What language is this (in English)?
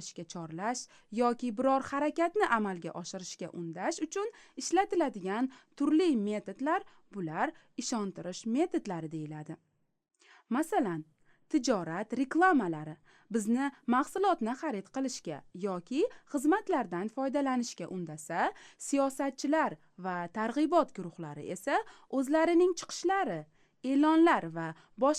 Uzbek